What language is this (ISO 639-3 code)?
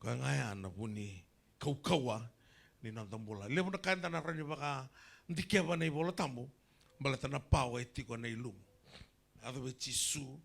fij